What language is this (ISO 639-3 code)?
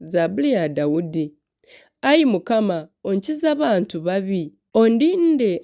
nyn